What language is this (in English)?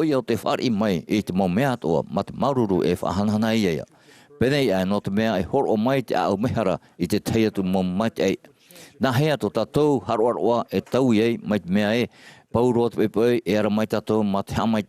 Tahitian